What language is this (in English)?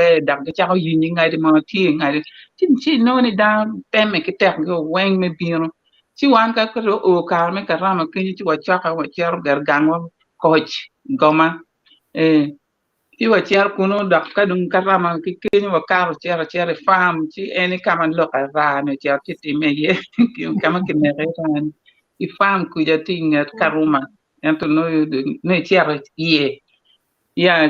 Acoli